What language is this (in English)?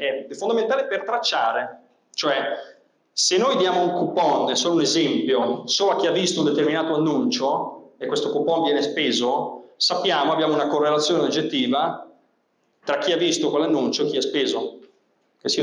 Italian